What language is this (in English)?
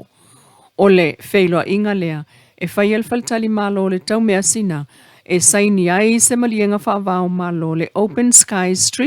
Samoan